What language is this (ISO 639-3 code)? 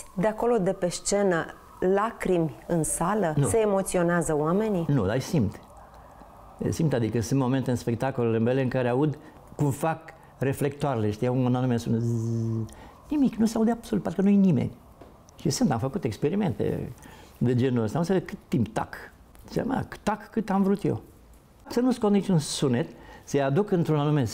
ron